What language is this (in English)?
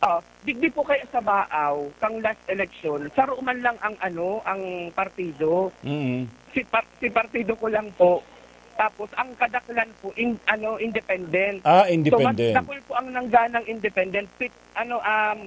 Bikol